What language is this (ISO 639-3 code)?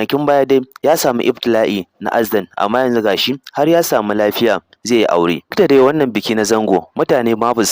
hau